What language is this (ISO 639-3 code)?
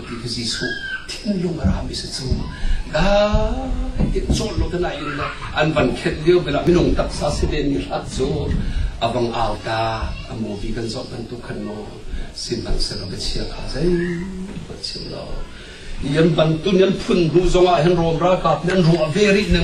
cnh